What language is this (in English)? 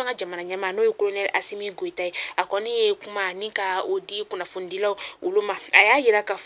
Bambara